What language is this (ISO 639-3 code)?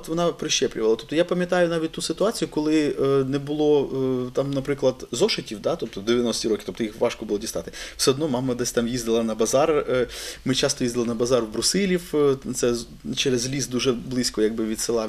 ukr